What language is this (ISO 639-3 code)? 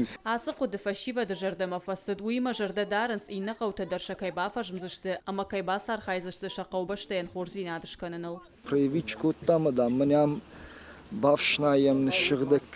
oss